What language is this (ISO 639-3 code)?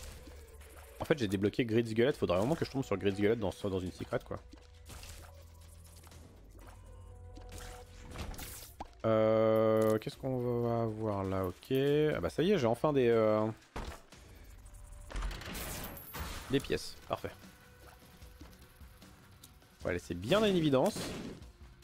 fra